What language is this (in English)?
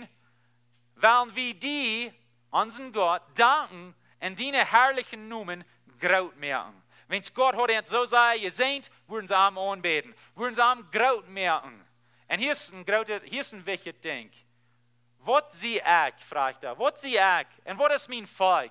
Plautdietsch